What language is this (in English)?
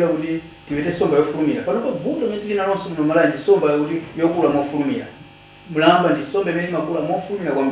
Nyanja